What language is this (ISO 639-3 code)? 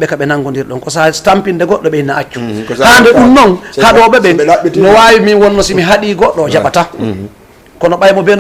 ful